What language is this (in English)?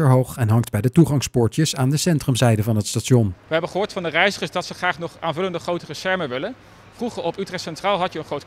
Dutch